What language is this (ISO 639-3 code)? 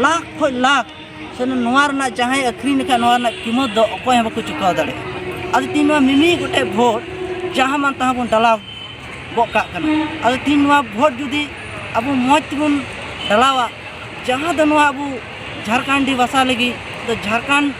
sat